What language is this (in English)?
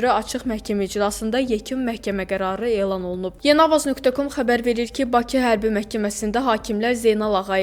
Azerbaijani